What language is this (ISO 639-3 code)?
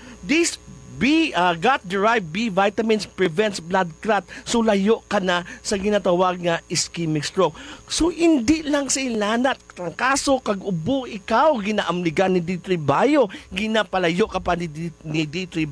hil